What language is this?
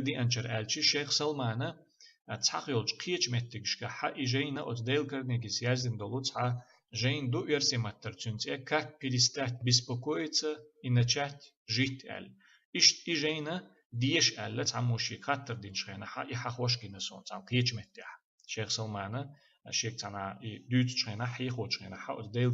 Chechen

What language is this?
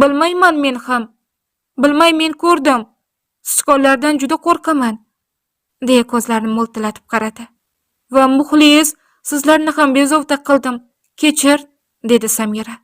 Uzbek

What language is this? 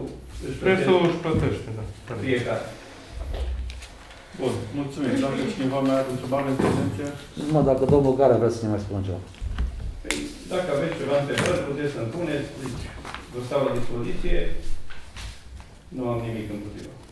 Romanian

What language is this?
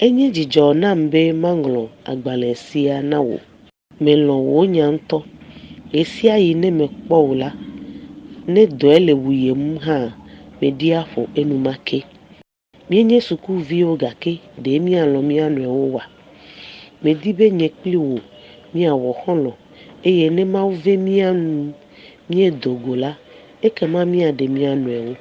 Ewe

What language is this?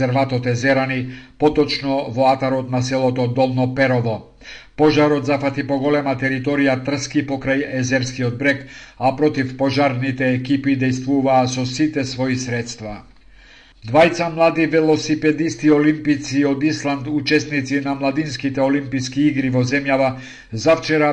Macedonian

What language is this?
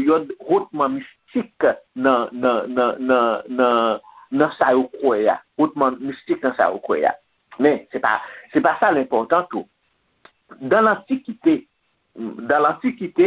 Haitian Creole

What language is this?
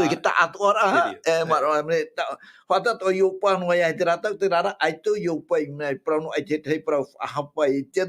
Tahitian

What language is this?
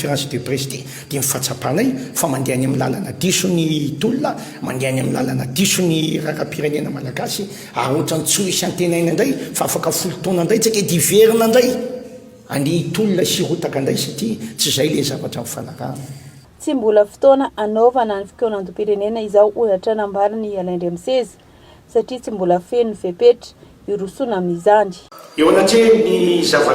Malagasy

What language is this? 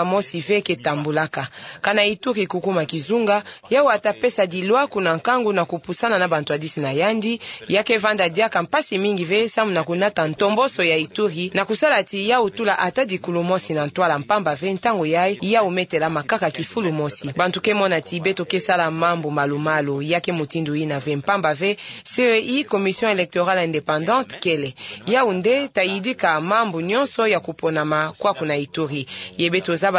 Kituba (Democratic Republic of Congo)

